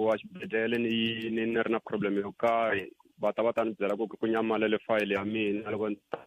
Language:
Tsonga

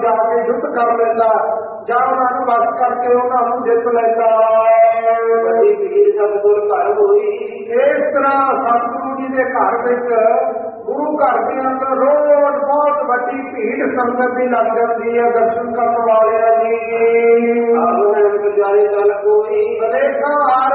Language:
Punjabi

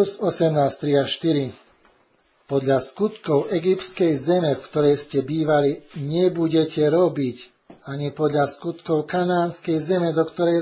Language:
Slovak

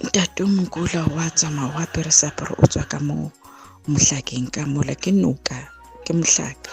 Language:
Southern Sotho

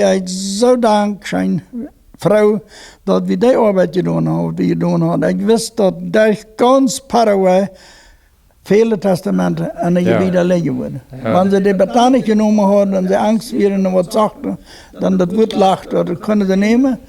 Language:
Plautdietsch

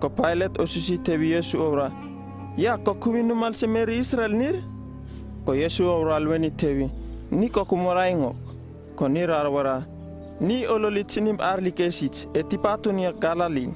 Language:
Uripiv-Wala-Rano-Atchin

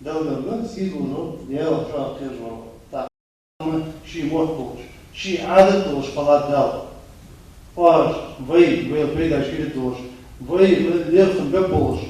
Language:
Ingush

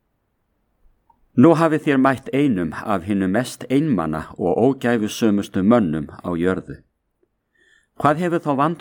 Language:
Icelandic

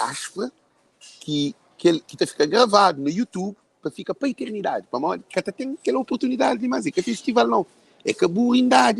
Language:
Kabuverdianu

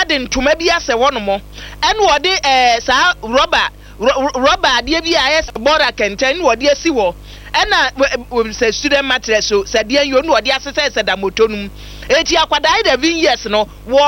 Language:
Akan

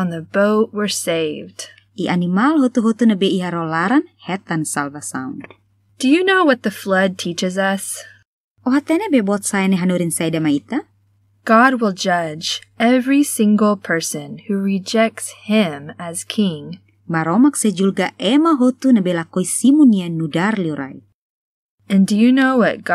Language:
Tetum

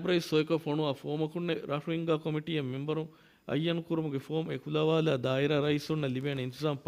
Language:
Divehi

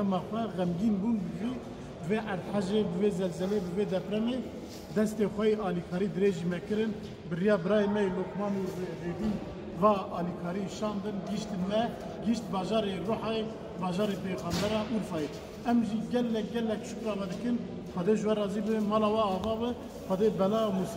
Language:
Kurdish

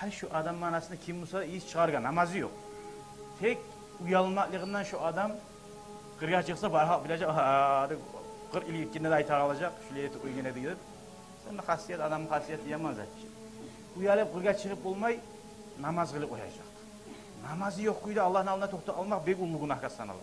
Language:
Kumyk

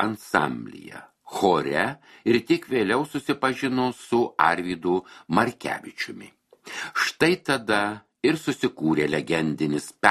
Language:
Lithuanian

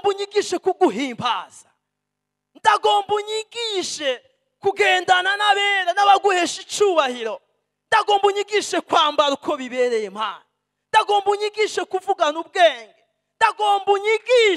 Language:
Rundi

